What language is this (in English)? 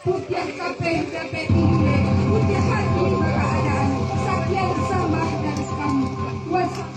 Minangkabau